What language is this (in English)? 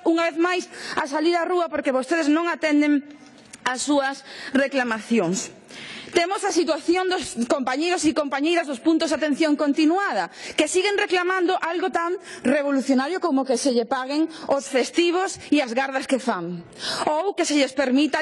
Galician